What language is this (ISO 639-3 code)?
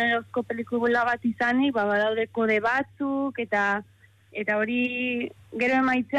eus